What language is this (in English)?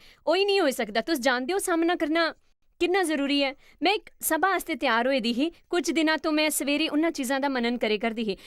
Dogri